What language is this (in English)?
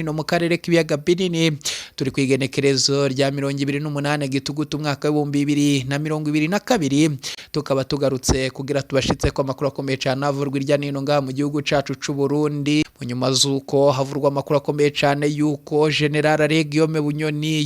Rundi